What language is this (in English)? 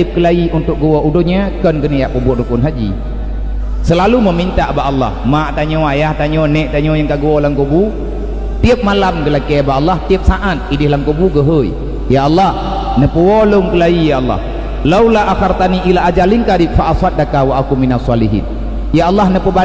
Achinese